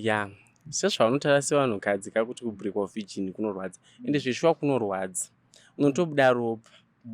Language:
Shona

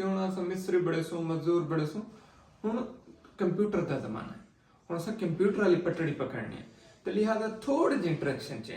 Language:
Saraiki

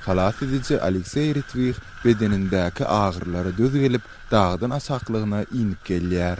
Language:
Turkmen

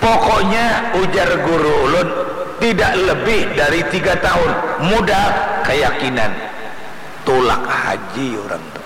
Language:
Banjar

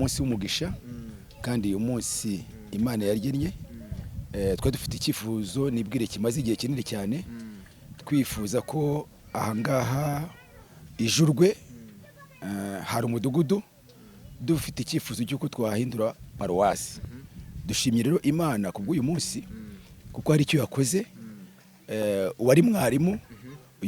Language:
Kinyarwanda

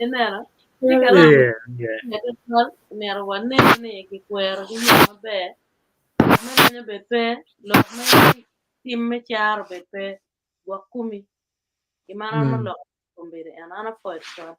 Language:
Acoli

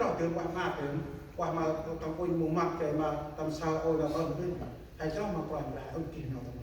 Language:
Central Mnong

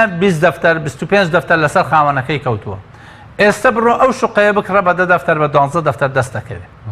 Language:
Central Kurdish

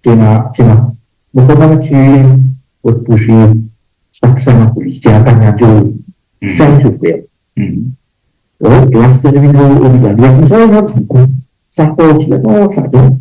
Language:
Morisyen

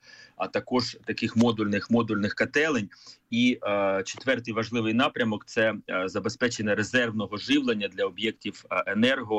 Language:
Ukrainian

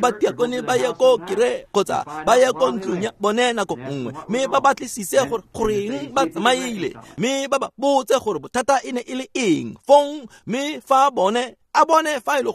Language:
Tswana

